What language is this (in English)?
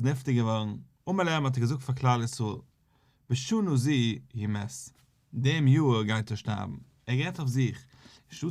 Yiddish